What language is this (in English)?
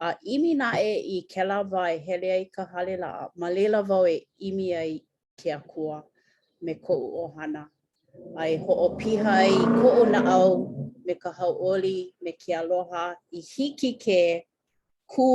Hawaiian